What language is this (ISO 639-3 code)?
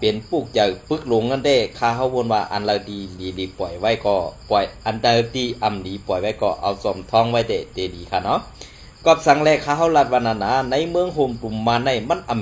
shn